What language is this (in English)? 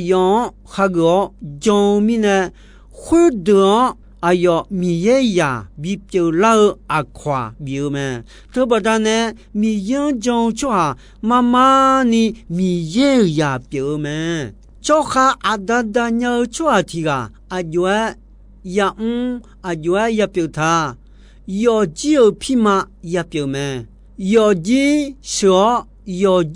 Akha